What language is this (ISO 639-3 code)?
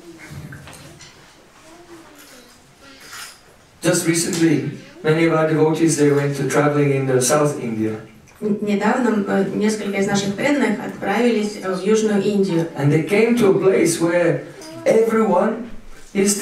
eng